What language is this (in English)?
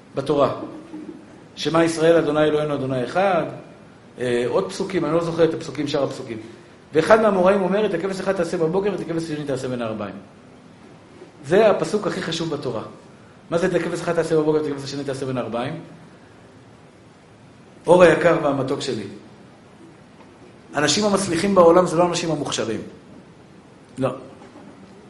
Hebrew